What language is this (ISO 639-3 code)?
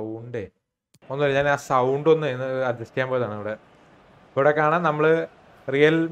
mal